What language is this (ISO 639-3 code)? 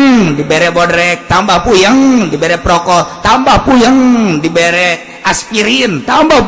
sun